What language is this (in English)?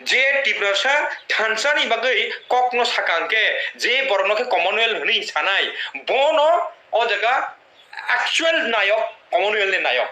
Kok Borok